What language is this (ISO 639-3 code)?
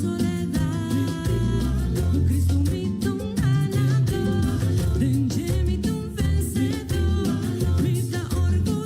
pap